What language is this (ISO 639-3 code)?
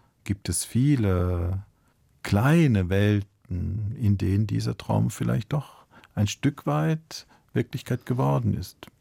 deu